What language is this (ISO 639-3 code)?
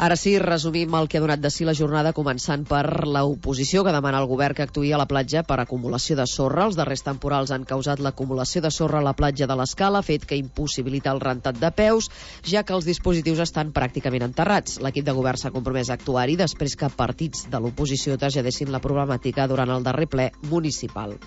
cat